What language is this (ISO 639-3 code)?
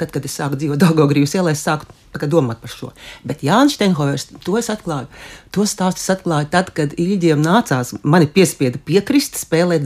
lav